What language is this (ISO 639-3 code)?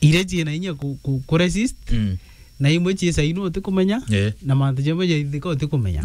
mer